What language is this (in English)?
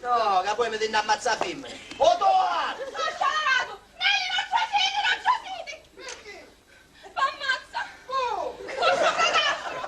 Sicilian